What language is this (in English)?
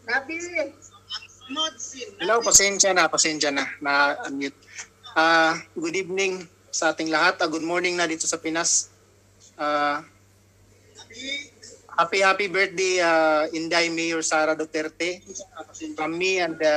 Filipino